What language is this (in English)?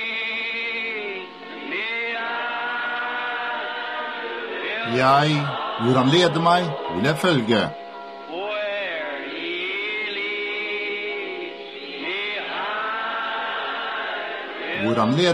Norwegian